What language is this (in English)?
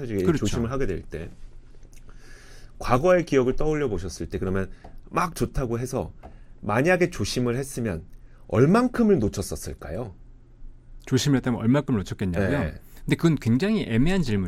Korean